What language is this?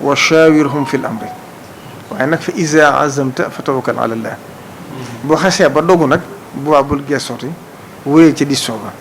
Wolof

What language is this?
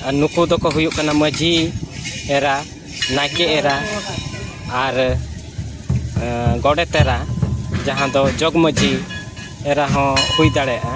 Santali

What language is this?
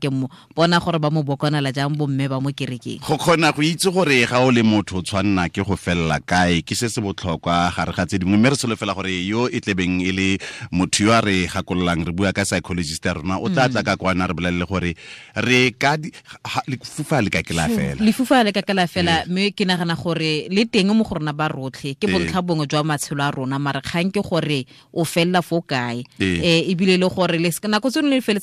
Tswana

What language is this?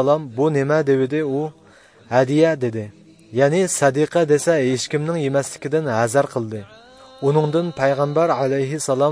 Uyghur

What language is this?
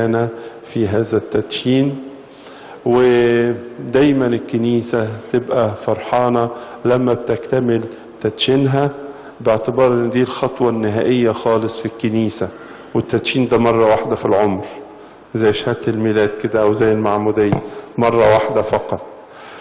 Egyptian Arabic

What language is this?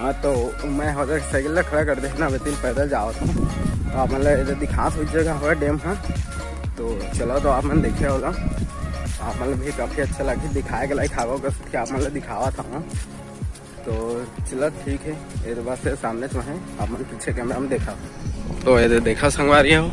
Chhattisgarhi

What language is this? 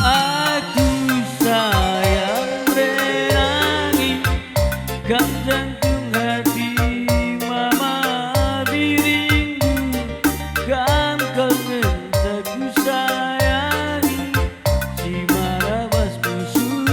Batak Karo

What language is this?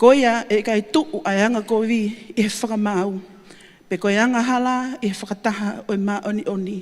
Tongan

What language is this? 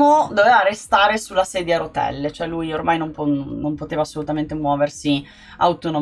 Italian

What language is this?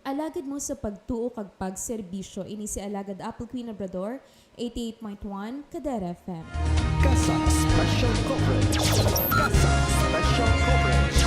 Hiligaynon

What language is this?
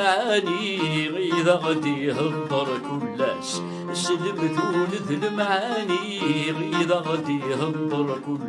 Kabyle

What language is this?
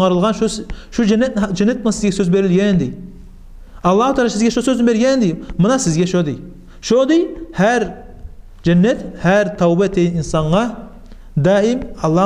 Kumyk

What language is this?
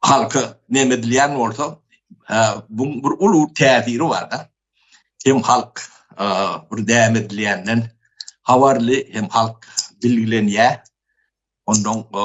Turkmen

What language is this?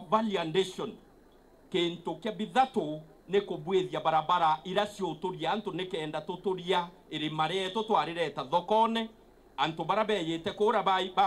Meru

